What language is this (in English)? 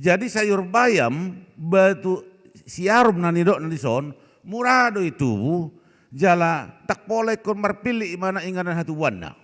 Batak Toba